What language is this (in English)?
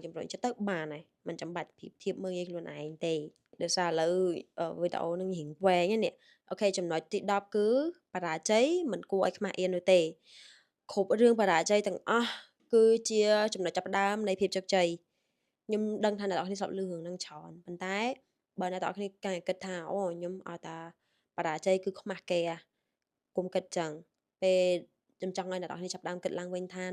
Khmer